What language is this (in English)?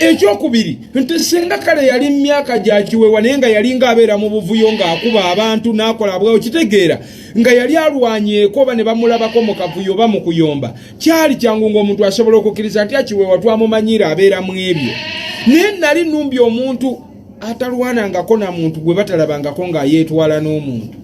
Ganda